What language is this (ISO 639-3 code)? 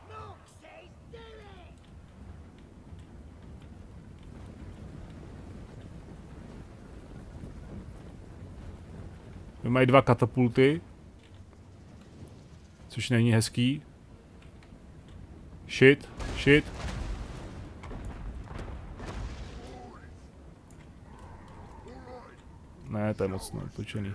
ces